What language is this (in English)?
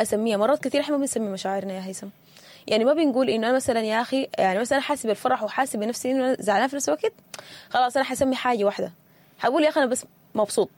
Sudanese Arabic